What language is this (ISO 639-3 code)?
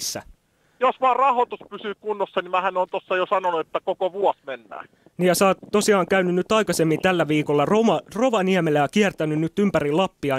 fin